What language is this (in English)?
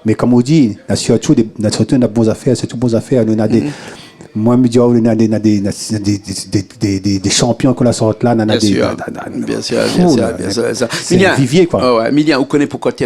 Réunion Creole French